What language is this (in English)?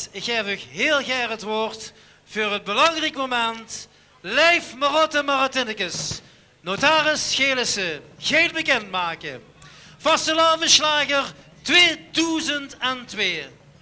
Limburgish